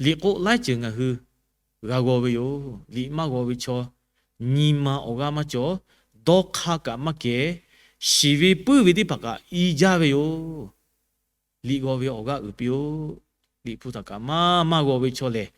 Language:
Lahu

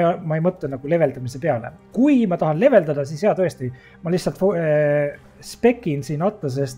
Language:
Estonian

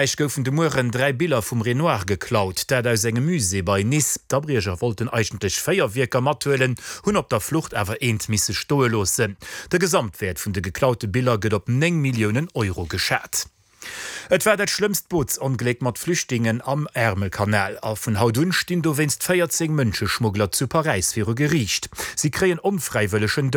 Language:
Luxembourgish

